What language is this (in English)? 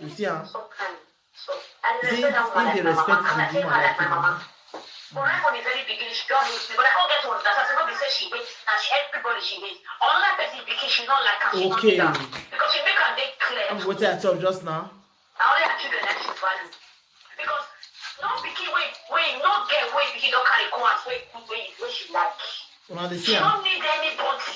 Nigerian Pidgin